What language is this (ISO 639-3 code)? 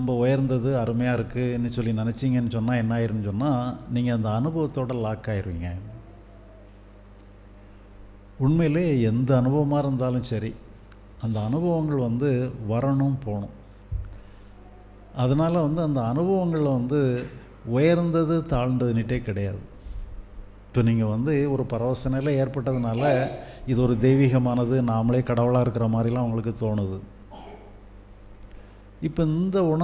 tam